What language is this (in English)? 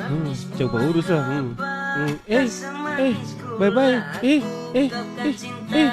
Ambonese Malay